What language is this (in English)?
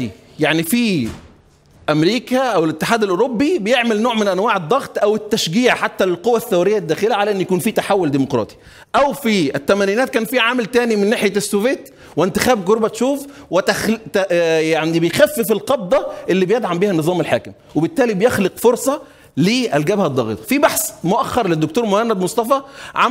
Egyptian Arabic